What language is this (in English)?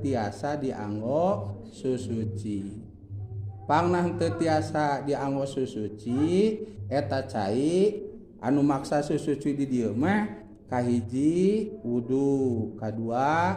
Sundanese